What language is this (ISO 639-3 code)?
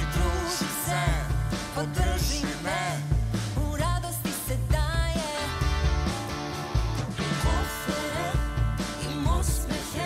srp